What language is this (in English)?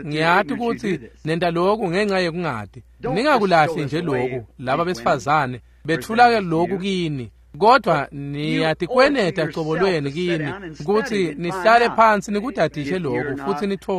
Swati